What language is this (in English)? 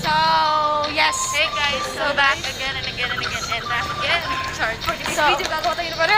Cebuano